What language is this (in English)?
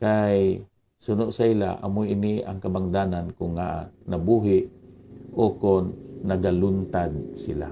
Hiligaynon